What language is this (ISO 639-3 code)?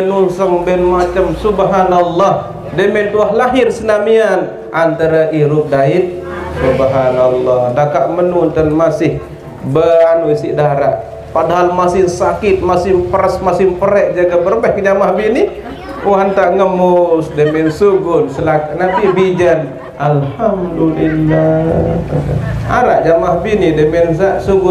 sas